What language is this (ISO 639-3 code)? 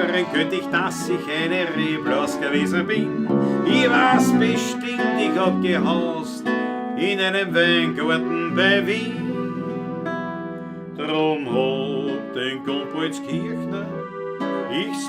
bar